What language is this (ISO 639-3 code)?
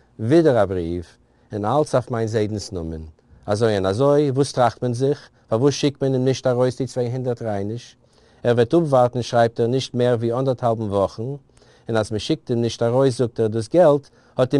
yid